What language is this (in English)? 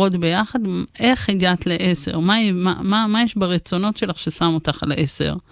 Hebrew